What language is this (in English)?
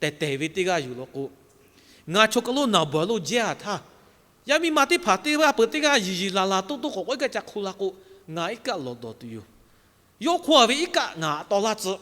Lahu